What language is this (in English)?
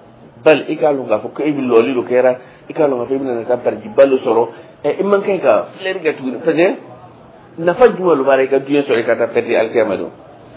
Dyula